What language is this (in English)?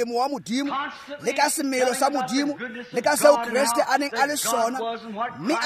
Tswana